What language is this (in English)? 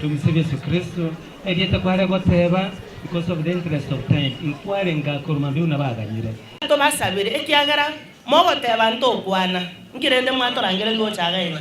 Gusii